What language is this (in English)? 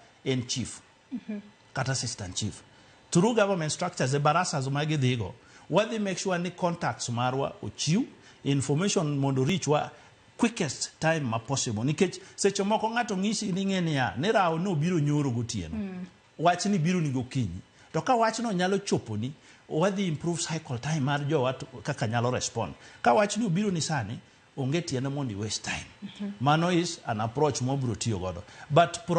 Luo (Kenya and Tanzania)